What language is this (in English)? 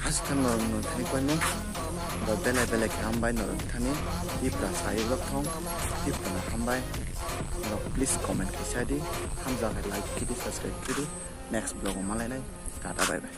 Kok Borok